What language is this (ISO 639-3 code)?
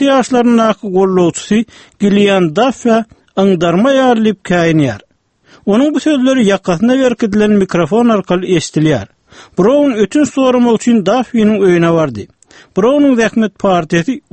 tuk